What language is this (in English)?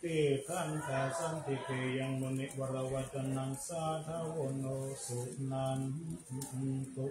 Pali